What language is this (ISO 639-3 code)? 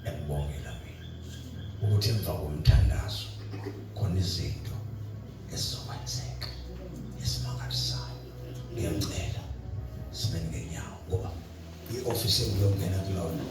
zul